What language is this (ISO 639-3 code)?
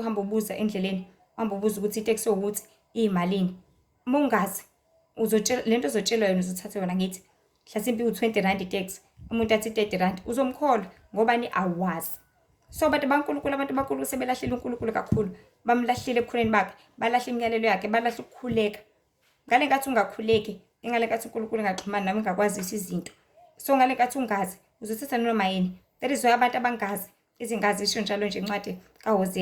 zul